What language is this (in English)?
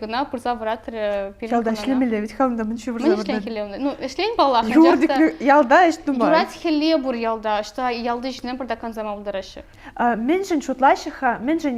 Chuvash